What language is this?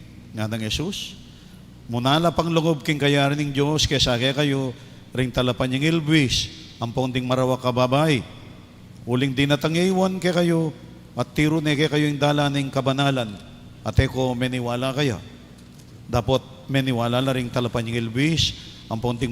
Pampanga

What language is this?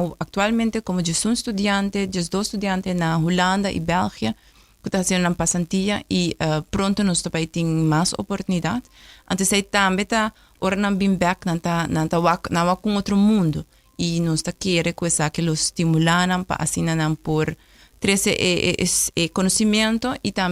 Papiamento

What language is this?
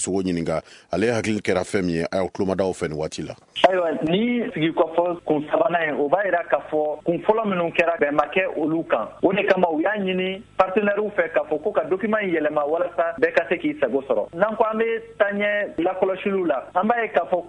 Bambara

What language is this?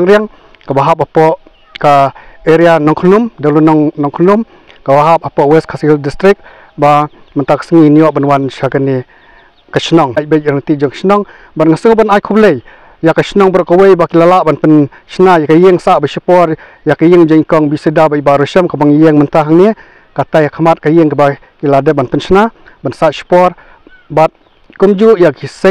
Khasi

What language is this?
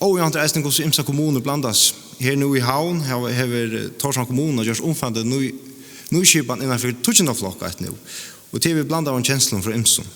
Faroese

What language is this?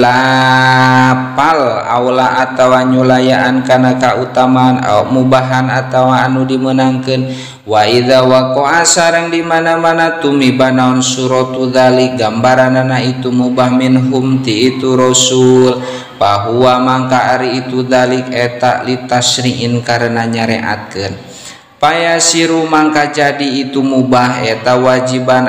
Sundanese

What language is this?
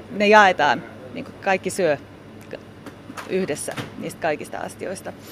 Finnish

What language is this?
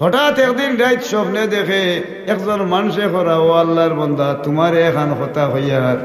Sylheti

